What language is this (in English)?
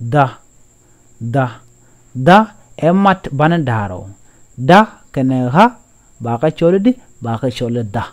Nuer